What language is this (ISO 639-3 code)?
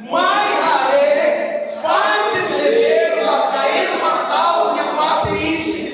tet